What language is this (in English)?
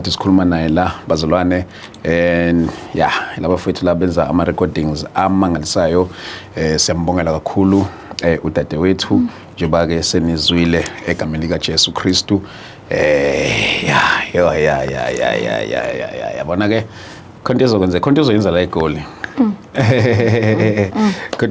Zulu